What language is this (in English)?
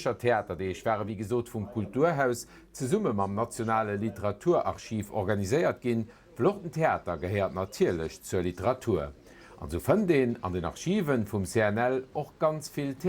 Luxembourgish